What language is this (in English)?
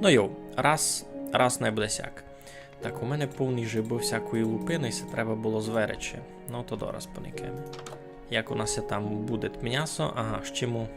Rusyn